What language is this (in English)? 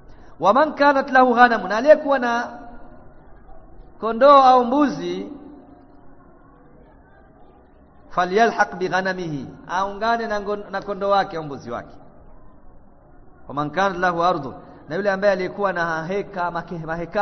Swahili